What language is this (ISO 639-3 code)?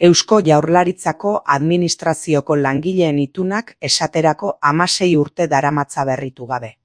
eus